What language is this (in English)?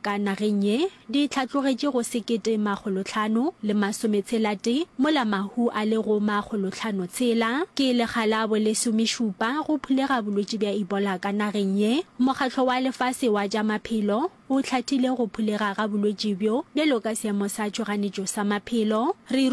Northern Sotho